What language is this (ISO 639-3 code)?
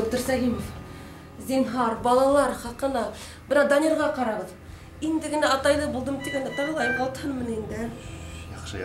bak